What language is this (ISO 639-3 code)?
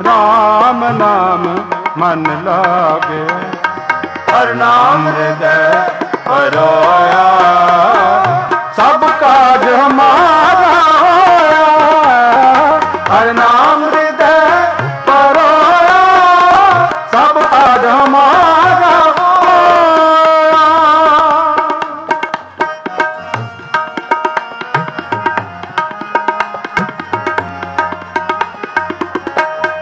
pan